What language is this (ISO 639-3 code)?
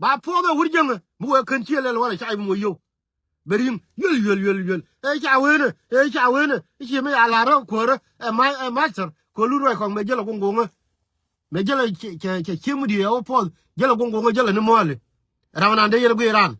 nus